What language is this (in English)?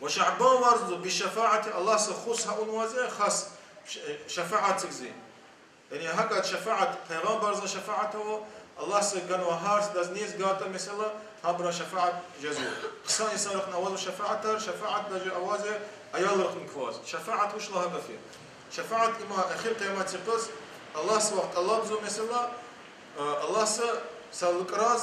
Lezghian